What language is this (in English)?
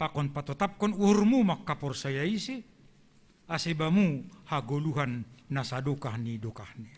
Batak Simalungun